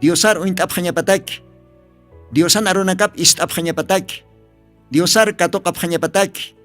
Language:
Aymara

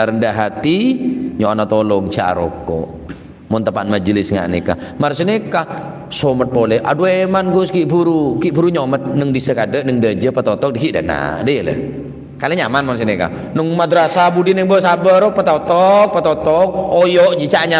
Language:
Madurese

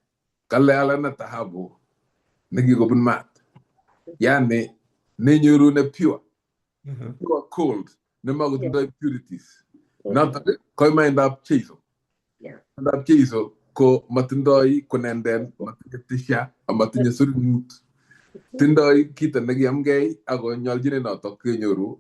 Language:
Kalenjin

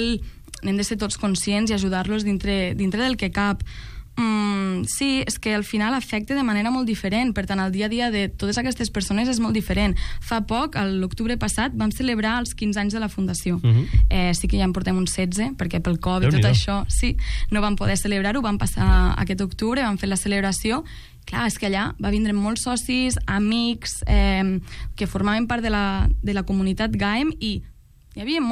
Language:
Catalan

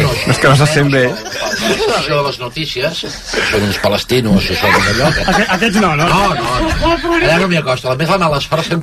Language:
Catalan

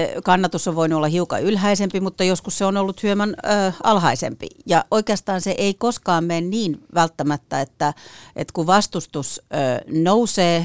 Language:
Finnish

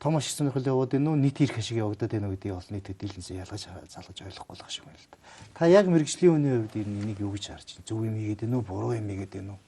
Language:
Mongolian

